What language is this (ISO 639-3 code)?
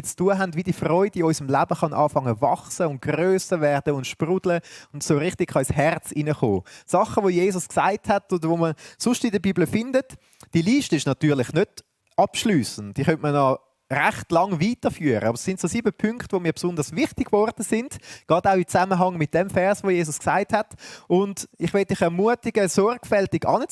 gsw